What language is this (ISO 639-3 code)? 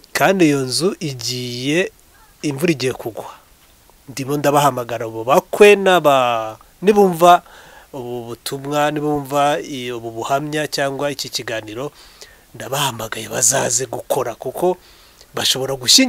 kin